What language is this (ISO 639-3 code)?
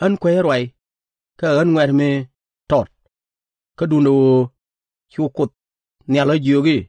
nus